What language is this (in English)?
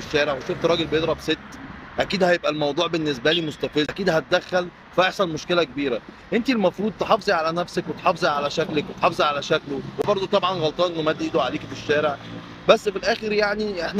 Egyptian Arabic